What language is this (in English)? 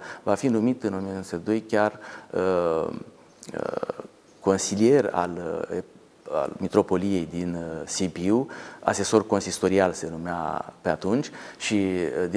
Romanian